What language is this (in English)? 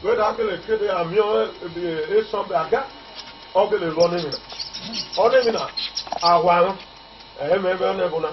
Esan